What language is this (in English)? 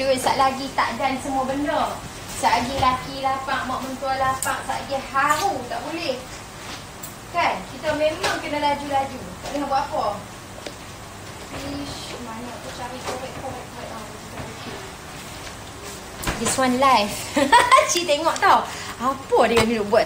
Malay